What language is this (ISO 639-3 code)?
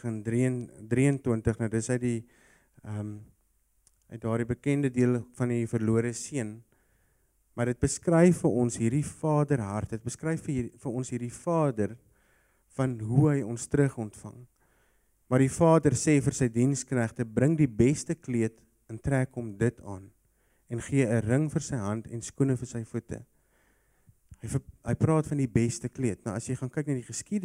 afr